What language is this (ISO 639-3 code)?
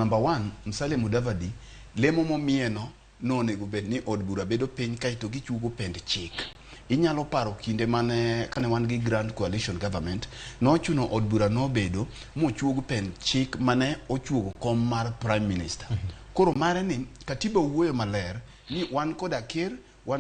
luo